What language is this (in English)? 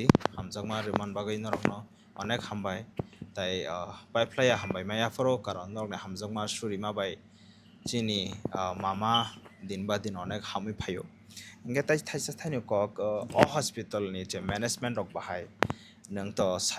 Kok Borok